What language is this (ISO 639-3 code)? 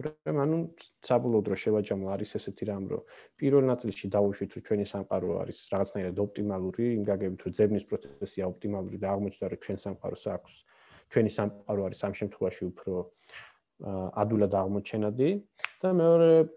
kat